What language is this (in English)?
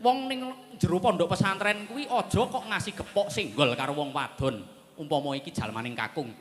Javanese